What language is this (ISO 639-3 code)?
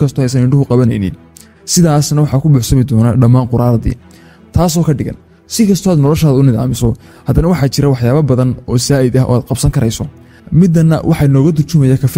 som